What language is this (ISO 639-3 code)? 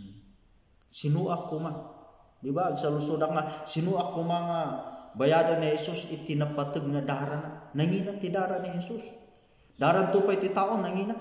ilo